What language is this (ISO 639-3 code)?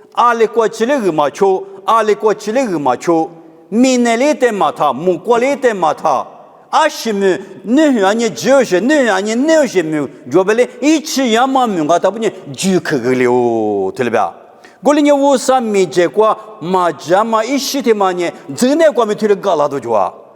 lis